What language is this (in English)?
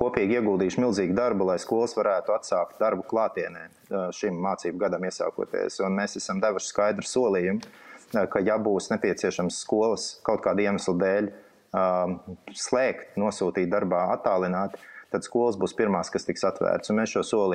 Latvian